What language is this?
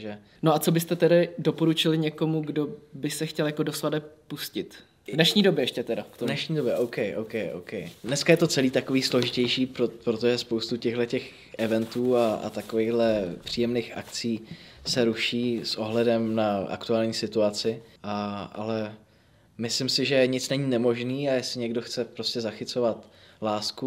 Czech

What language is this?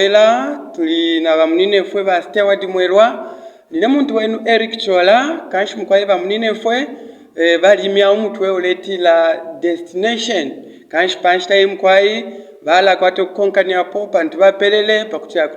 Bemba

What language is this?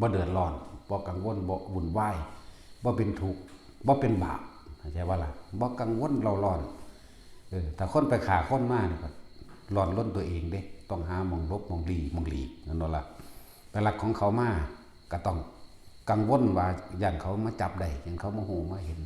Lao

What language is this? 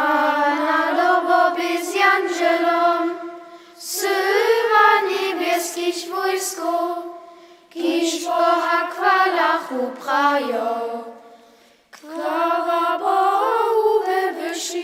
Upper Sorbian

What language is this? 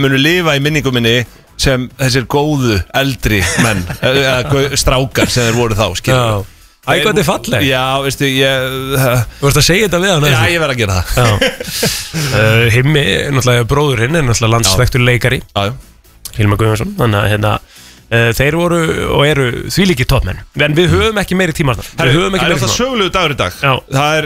Icelandic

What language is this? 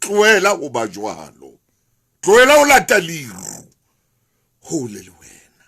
Southern Sotho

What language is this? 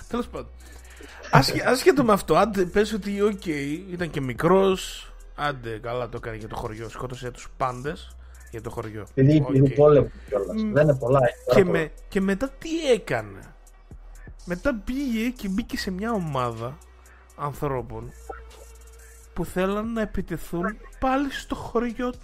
Greek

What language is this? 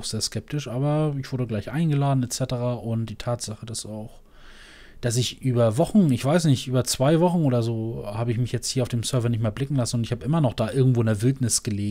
German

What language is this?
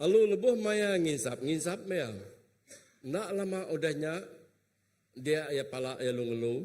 Iban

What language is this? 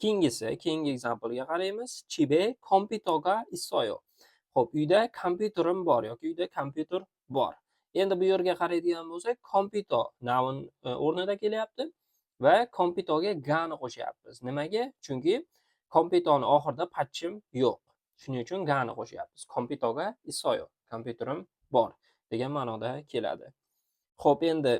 Uzbek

